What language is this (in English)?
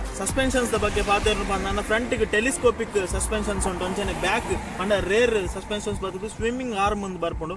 Tulu